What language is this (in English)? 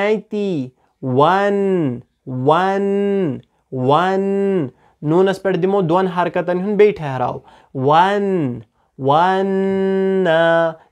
Kashmiri